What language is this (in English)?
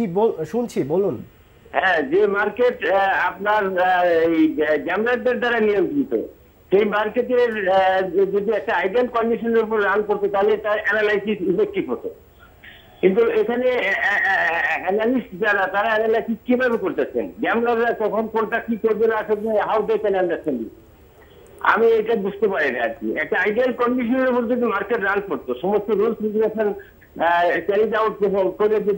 Bangla